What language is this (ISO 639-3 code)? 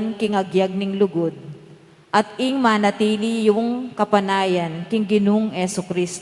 pam